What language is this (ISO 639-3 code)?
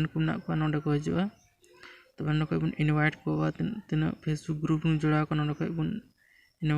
sat